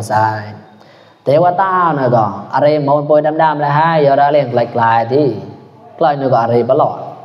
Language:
Mon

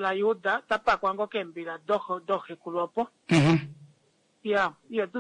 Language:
Kuanyama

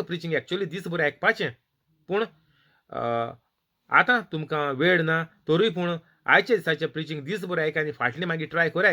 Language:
Konkani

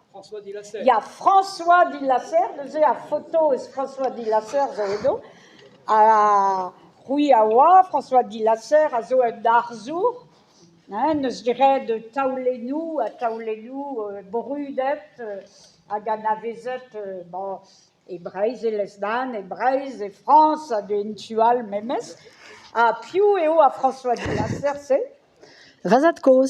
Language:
Breton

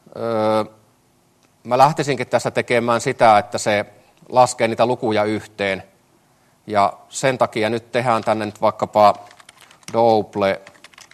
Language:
Finnish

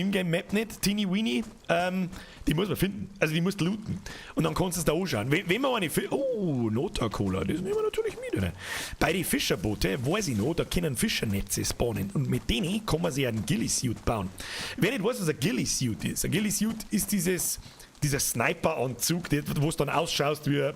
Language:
Bavarian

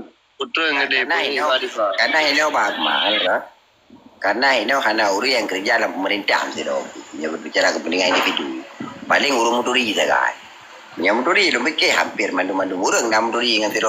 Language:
Achinese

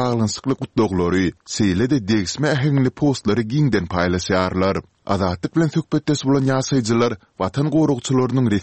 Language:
Turkmen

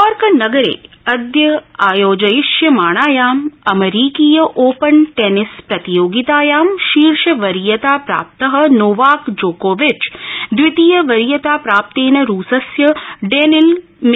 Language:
Sanskrit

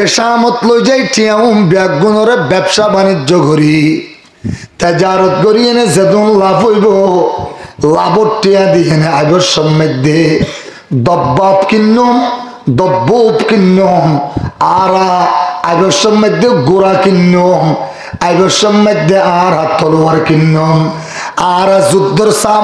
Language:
Rohingya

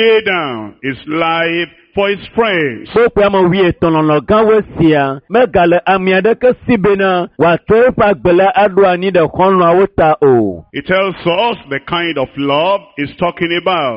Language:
Ewe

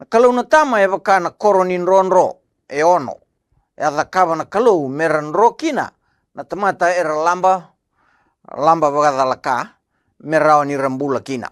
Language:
Fijian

